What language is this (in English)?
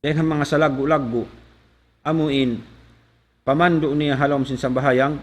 Tausug